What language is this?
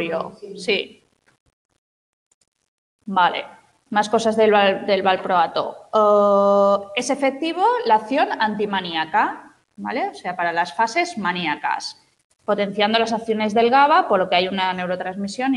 Spanish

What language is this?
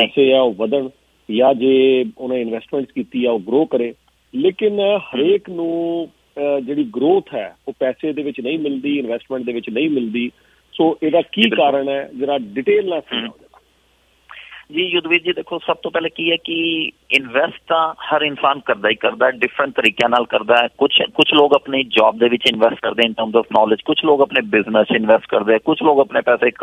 Punjabi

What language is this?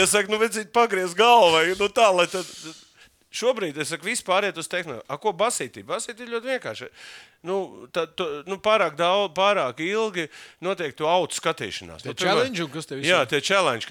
Latvian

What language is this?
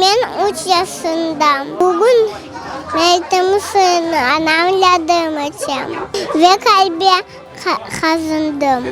Crimean Tatar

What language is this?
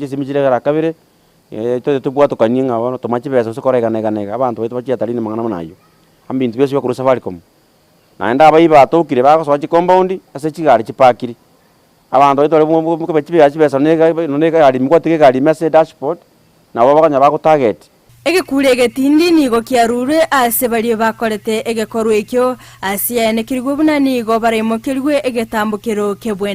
Gusii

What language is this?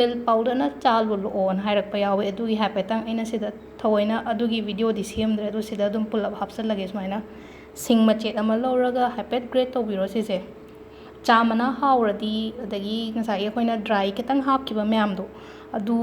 Manipuri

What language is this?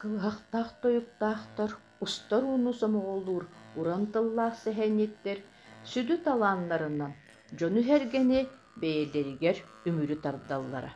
Yakut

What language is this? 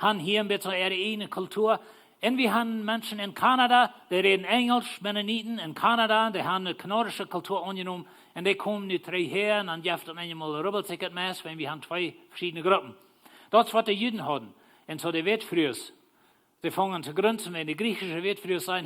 Plautdietsch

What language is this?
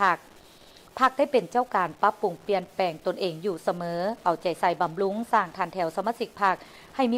Lao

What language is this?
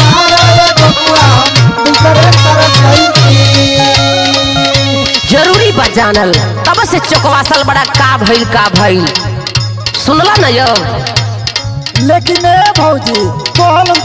Bhojpuri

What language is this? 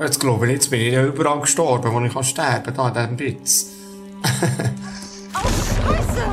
Swiss German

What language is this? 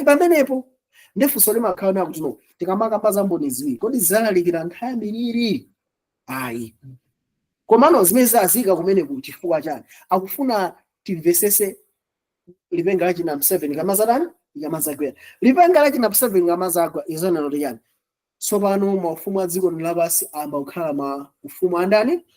Nyanja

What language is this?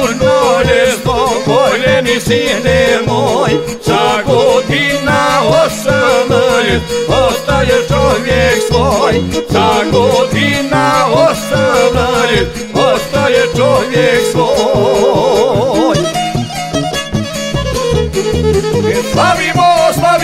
Croatian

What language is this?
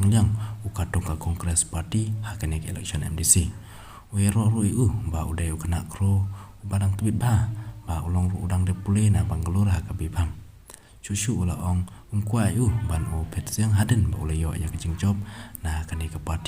Khasi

